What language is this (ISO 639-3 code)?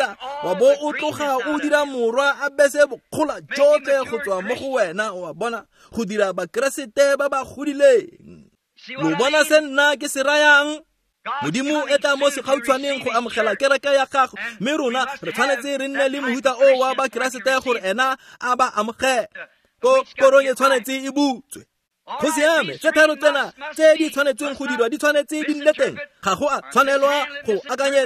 tsn